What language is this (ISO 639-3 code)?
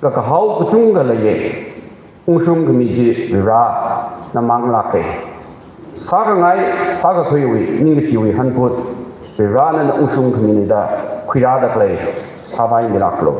nmf